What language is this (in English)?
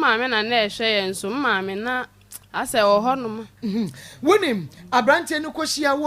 Akan